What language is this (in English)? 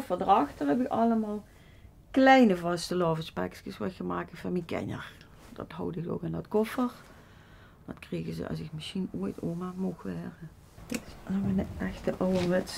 Limburgish